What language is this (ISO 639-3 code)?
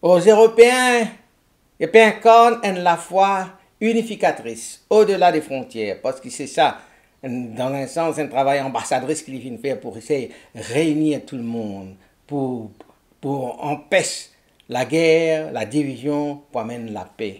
mfe